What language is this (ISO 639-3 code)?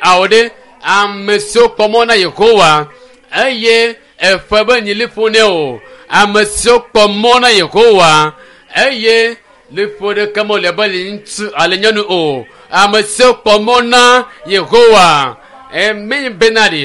ewe